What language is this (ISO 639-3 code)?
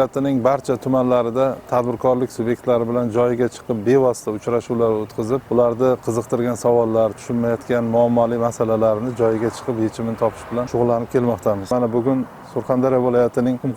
uzb